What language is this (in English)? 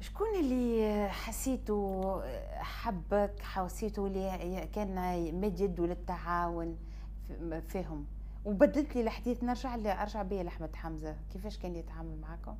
Tunisian Arabic